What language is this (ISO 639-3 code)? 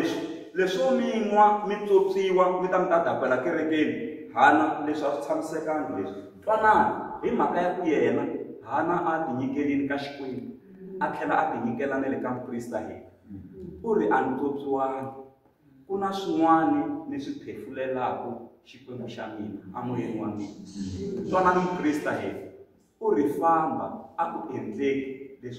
tso